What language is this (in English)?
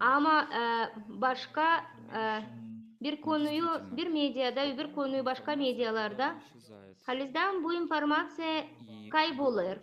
Gagauz